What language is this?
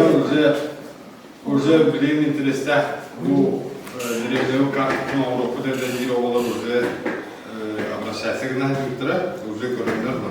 Yakut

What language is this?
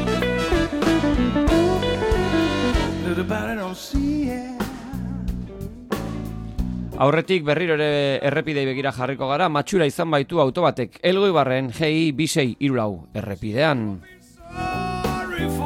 Basque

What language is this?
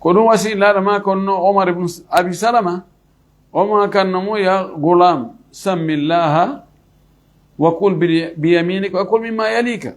Fula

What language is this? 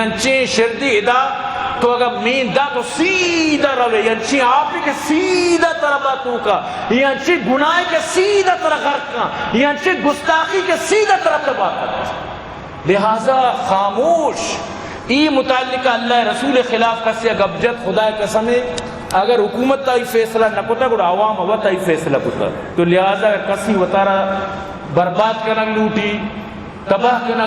Eastern Balochi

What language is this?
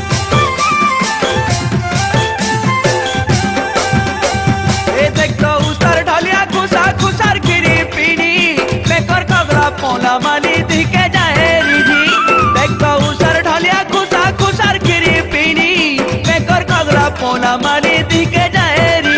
Sambalpuri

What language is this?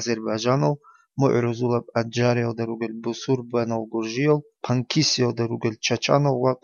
Avaric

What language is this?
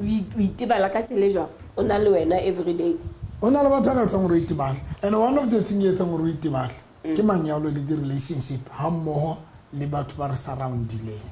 Southern Sotho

